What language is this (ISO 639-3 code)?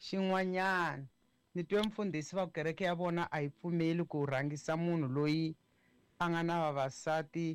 tso